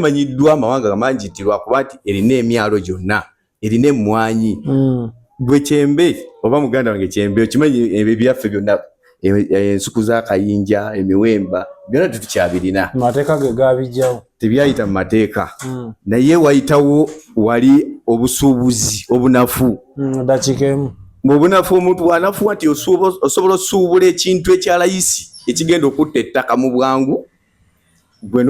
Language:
Ganda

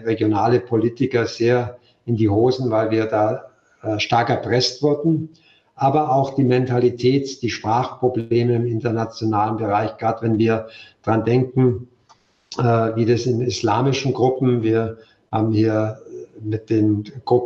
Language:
German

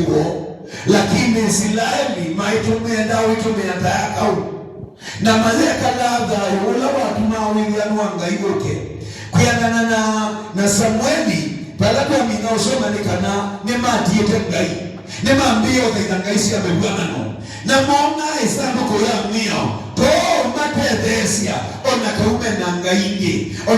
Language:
Kamba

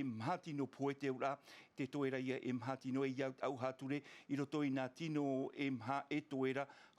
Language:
Tahitian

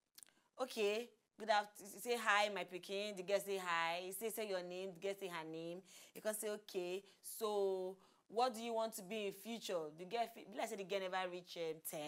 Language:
Nigerian Pidgin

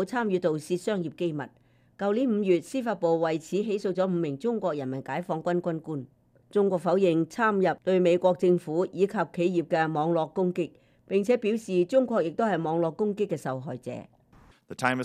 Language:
Cantonese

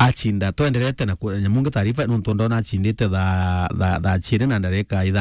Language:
Meru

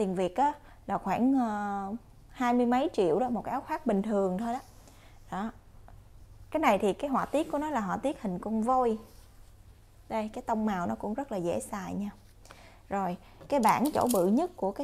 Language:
Vietnamese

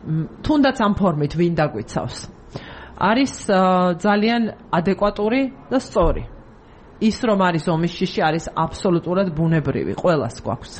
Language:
Georgian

